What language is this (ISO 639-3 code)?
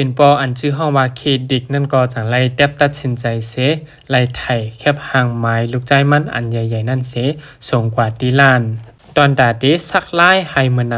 shn